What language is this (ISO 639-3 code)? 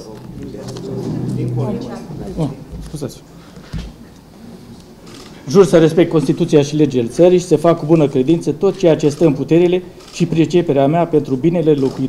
ron